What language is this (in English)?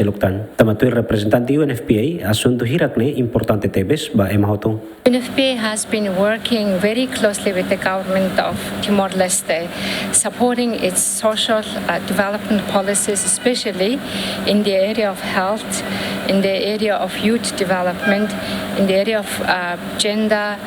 Tetum